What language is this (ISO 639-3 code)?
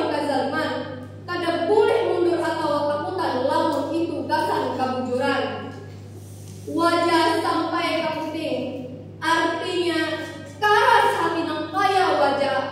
bjn